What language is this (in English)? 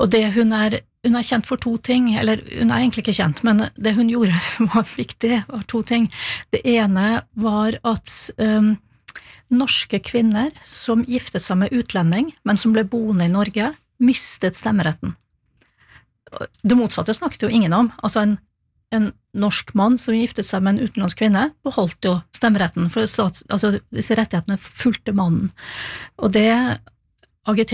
Norwegian